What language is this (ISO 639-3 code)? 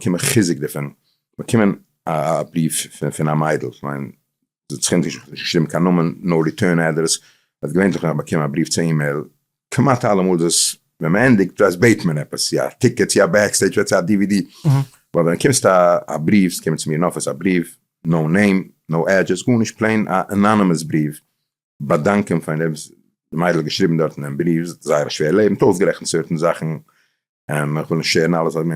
yid